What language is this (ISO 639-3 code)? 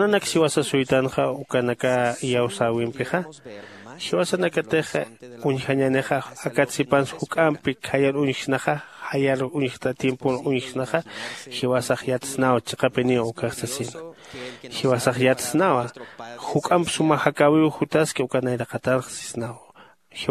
aym